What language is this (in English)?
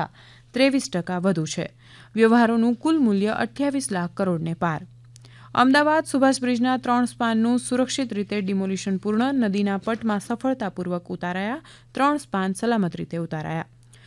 Gujarati